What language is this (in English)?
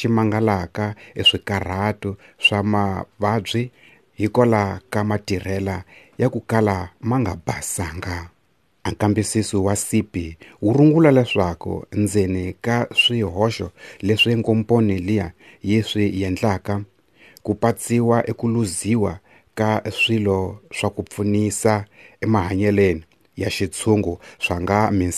Tsonga